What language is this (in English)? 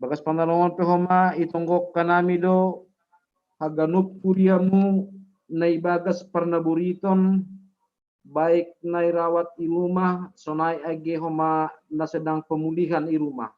Batak Simalungun